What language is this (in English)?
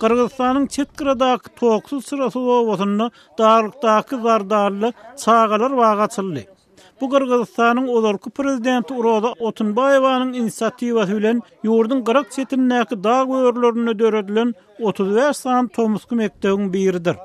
Turkmen